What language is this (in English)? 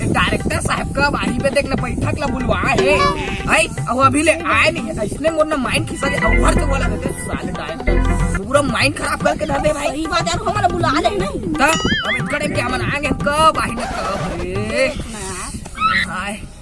Chhattisgarhi